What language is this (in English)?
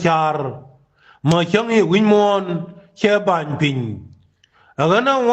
Nuer